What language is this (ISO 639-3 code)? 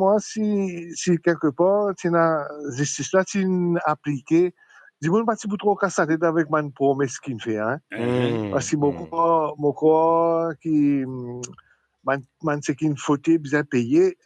mfe